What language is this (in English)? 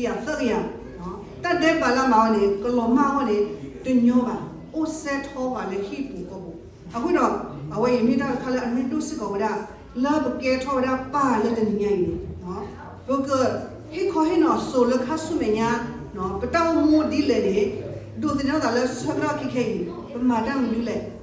S'gaw Karen